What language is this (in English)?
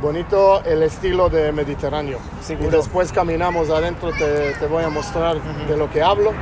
Ladino